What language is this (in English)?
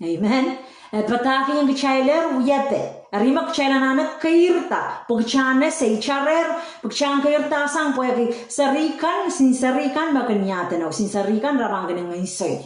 Pohnpeian